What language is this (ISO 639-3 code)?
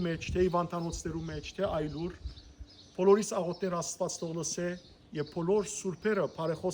hyw